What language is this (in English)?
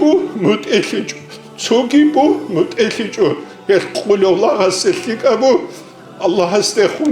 Avaric